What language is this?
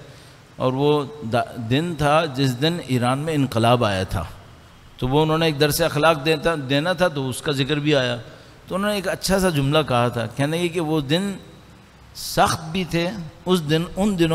Urdu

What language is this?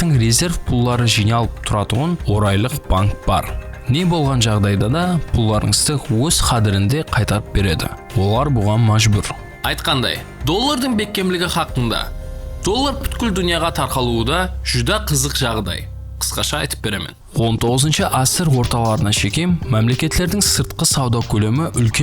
Kara-Kalpak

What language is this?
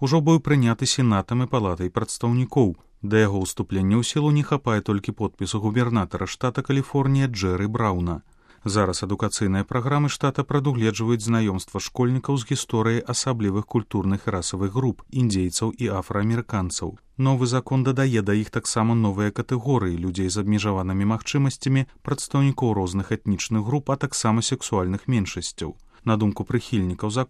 Belarusian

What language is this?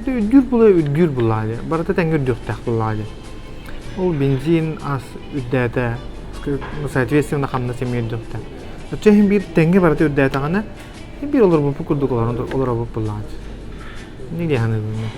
Yakut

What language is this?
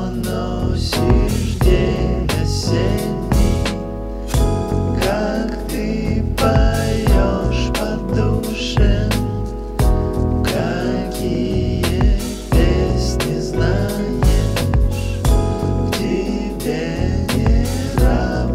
Russian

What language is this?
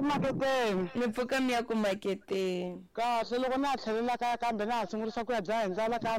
Tsonga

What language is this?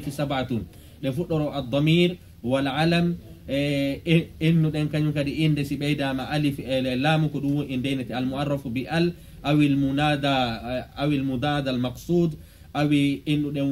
Pular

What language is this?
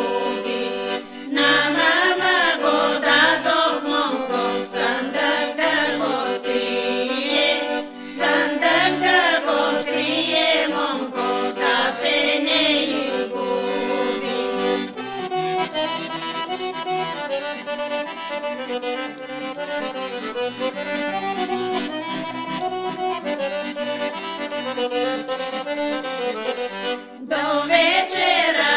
Bulgarian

